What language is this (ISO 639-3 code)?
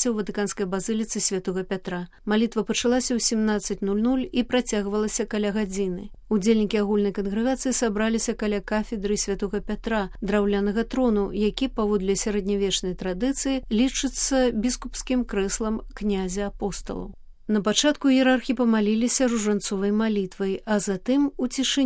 bel